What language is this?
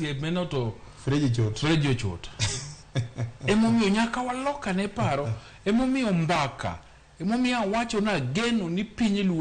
Luo (Kenya and Tanzania)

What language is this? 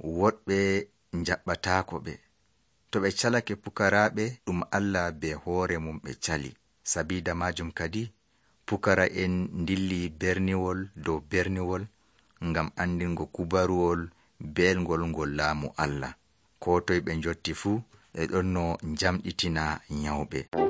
Nigerian Fulfulde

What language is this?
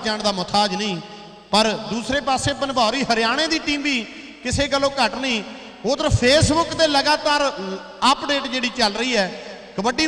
Punjabi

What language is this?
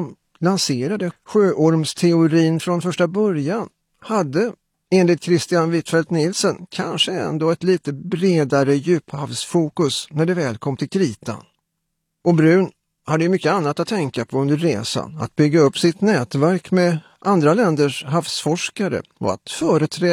Swedish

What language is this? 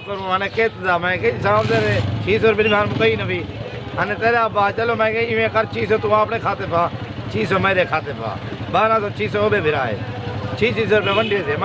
Saraiki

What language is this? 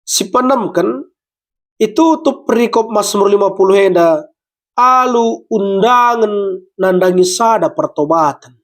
Batak Karo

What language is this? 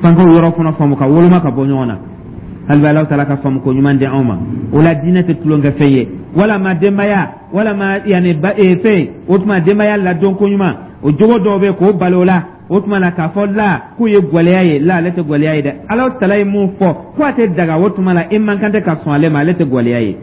Dyula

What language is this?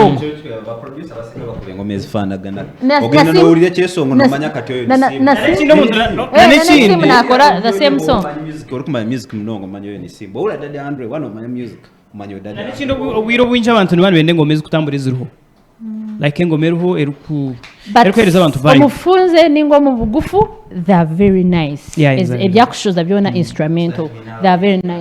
Nyankole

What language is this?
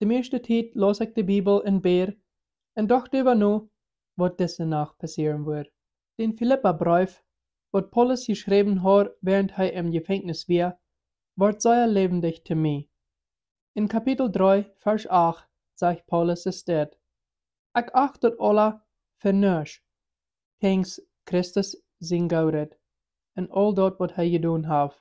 Plautdietsch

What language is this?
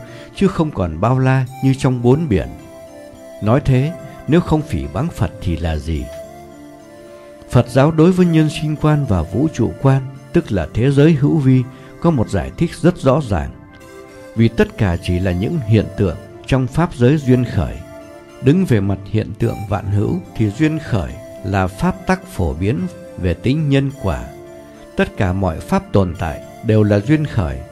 Vietnamese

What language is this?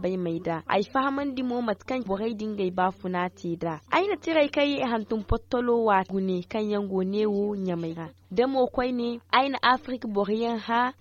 Zarma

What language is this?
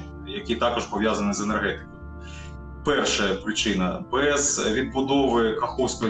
Ukrainian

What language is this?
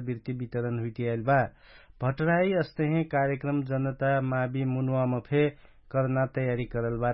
Dangaura Tharu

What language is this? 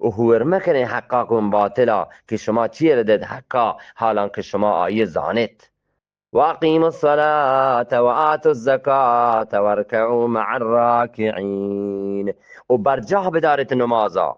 Eastern Balochi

